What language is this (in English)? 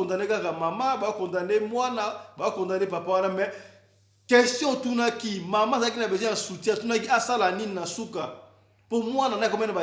Lingala